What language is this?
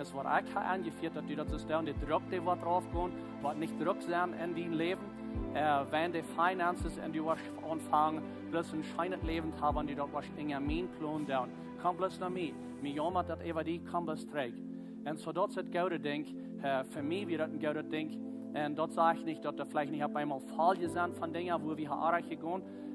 Plautdietsch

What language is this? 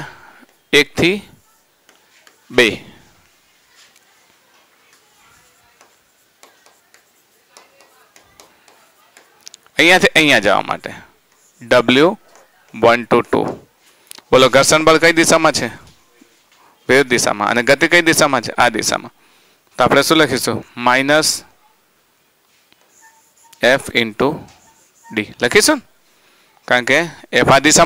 Gujarati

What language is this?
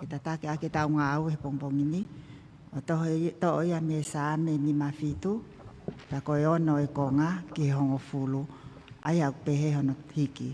Tongan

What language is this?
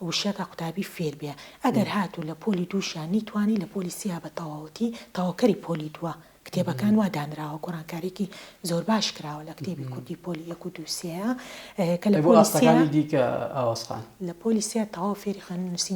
Central Kurdish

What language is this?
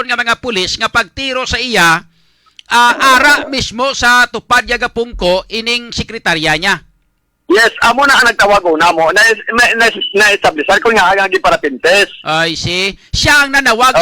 Hiligaynon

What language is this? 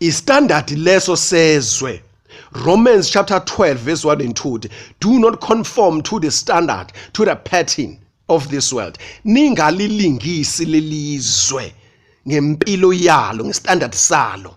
Zulu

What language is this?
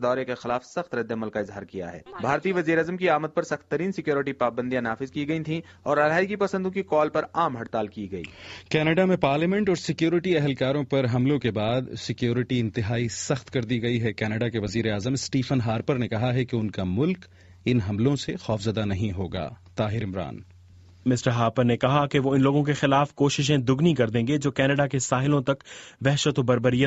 Urdu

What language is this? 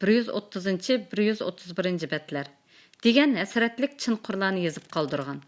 Uyghur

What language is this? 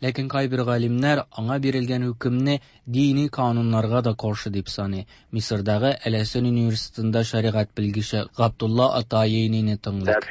Tatar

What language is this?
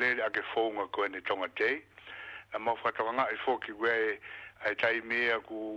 Tongan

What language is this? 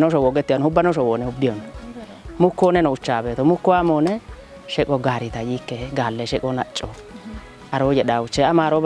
Kafa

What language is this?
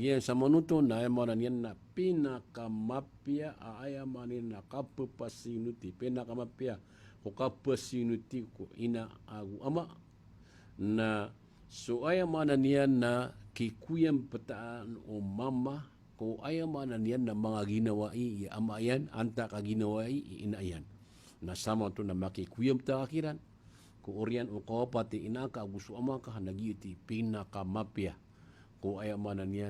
Maranao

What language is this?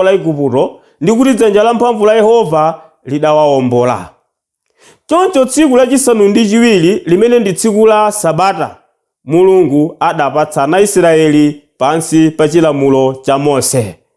Nyanja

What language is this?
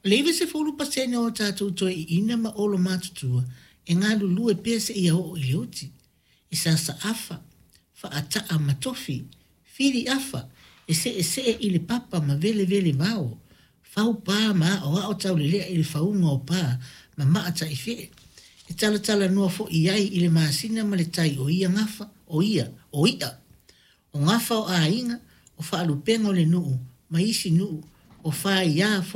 Samoan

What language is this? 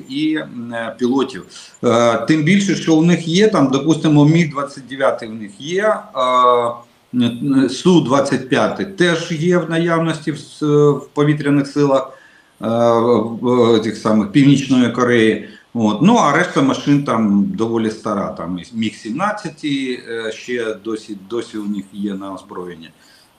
Ukrainian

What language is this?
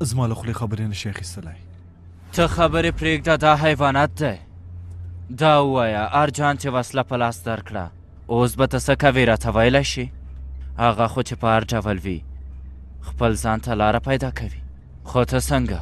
Pashto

